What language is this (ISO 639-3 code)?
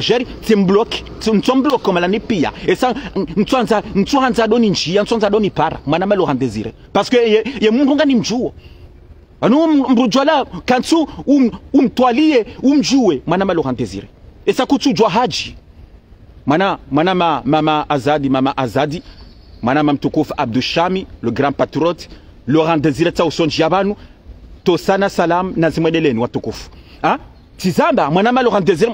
zdj